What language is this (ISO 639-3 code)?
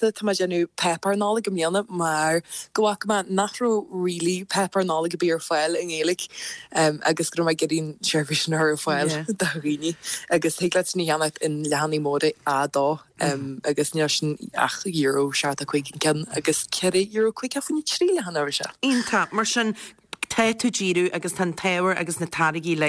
gle